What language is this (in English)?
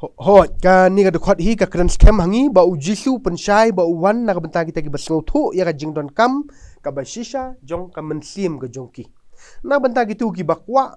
Khasi